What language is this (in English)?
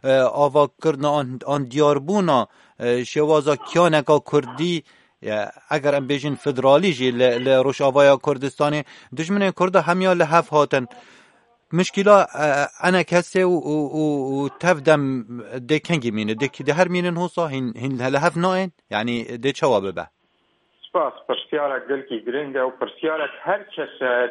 Kurdish